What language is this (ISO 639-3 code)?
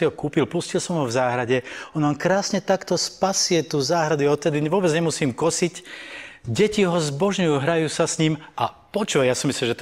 slk